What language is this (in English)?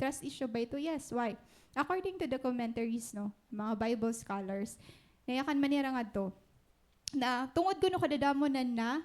Waray